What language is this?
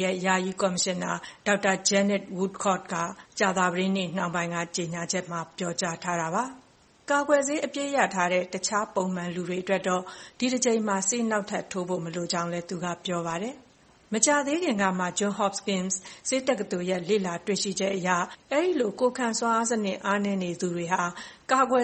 Burmese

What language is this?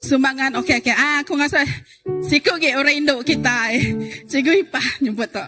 Iban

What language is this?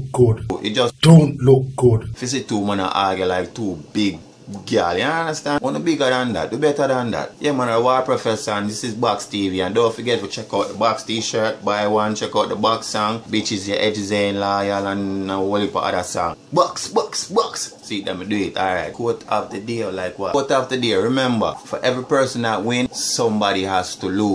Jamaican Creole English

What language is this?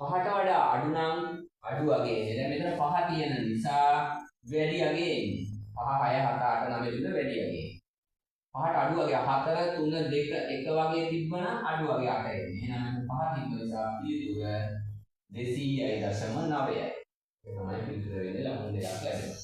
Sinhala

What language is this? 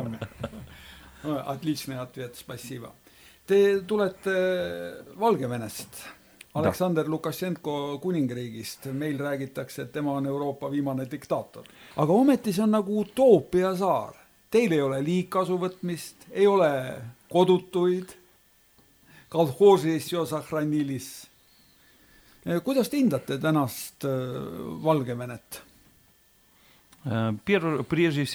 Estonian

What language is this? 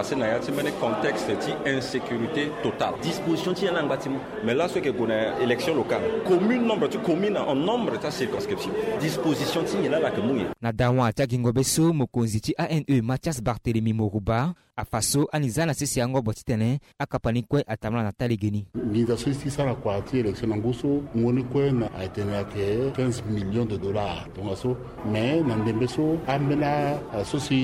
Sango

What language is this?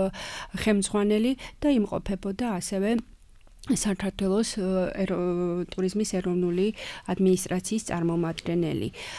Georgian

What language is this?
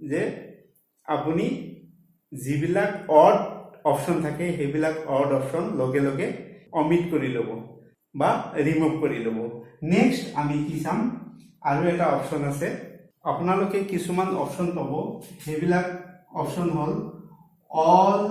Assamese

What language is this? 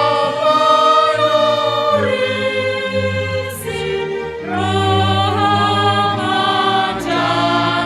Batak Simalungun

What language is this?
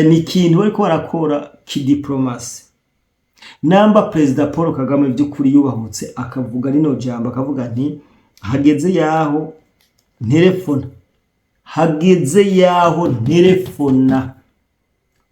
Rundi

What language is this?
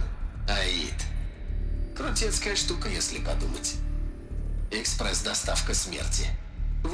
Russian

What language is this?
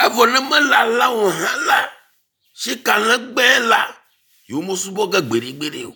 Ewe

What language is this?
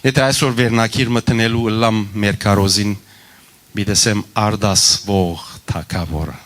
Western Armenian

